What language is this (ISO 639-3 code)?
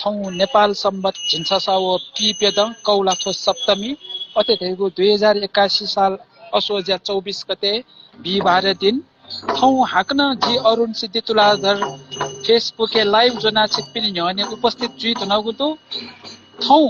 new